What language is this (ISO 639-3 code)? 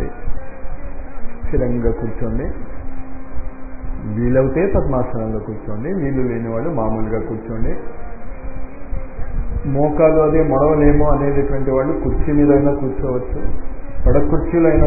tel